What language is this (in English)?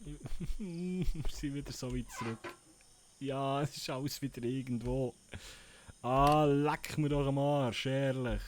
Swiss German